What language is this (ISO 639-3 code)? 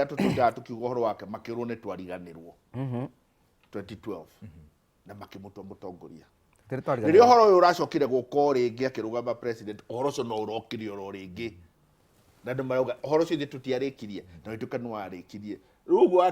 kik